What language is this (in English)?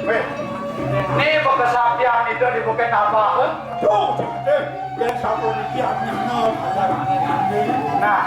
Balinese